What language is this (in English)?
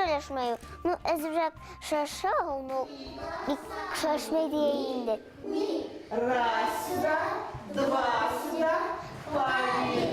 Bashkir